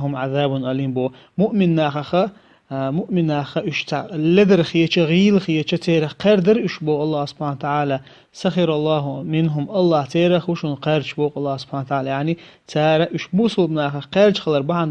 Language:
Chechen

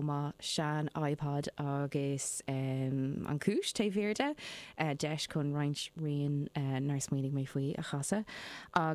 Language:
Irish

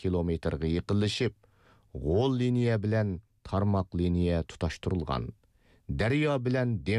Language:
Uyghur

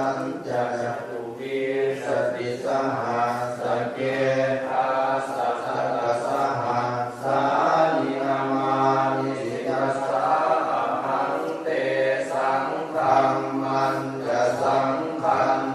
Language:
Pali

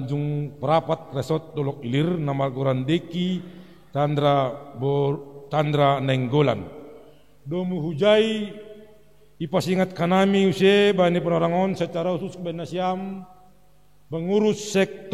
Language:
Batak Simalungun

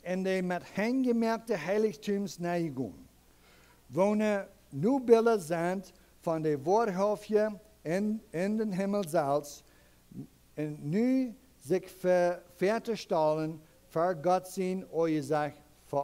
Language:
Plautdietsch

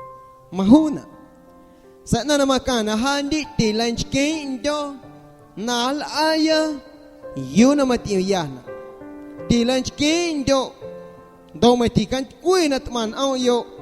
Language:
Guerrero Amuzgo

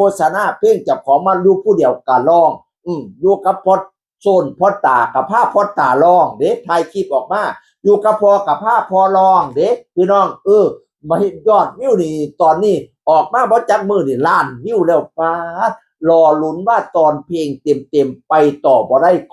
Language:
Northeastern Thai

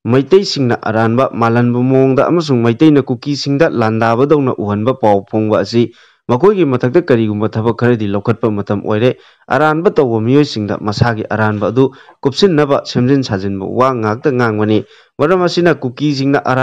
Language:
Manipuri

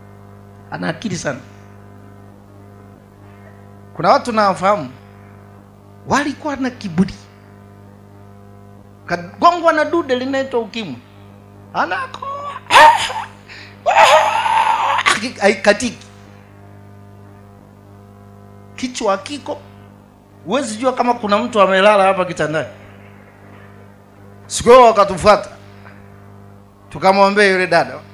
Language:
Swahili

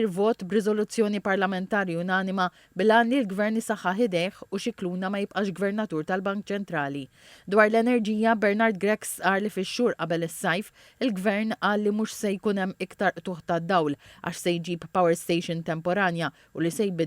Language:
Maltese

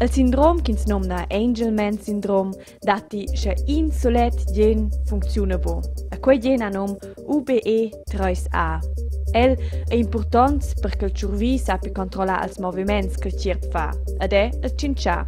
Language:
Romansh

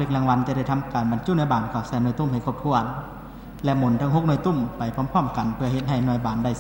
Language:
Lao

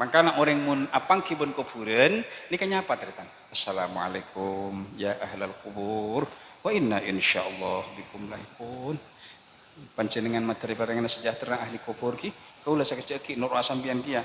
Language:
Madurese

